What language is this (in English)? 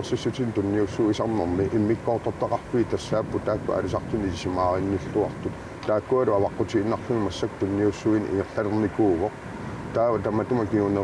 Kalaallisut